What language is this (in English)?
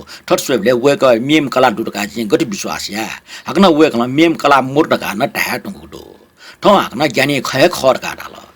Newari